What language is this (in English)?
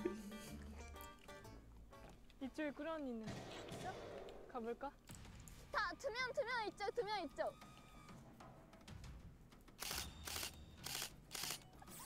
Korean